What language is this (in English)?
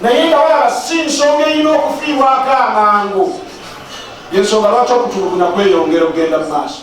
Ganda